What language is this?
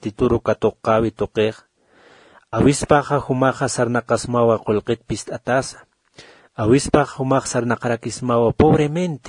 Aymara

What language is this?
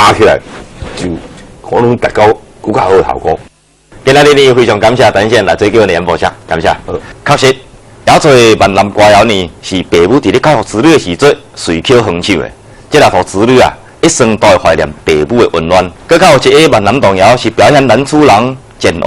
Min Nan Chinese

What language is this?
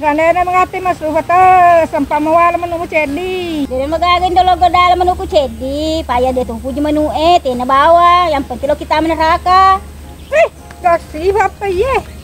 Buginese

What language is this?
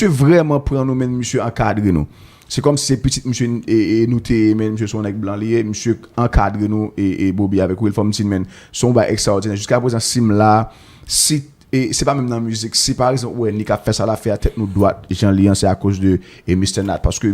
Haitian Creole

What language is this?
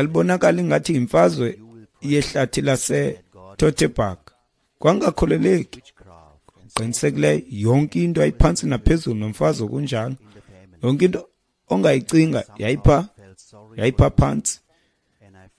Xhosa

